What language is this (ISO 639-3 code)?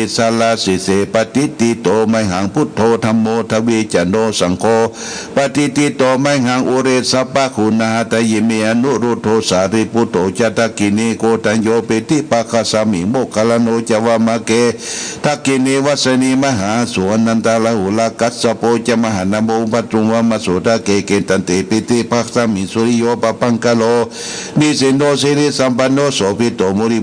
pli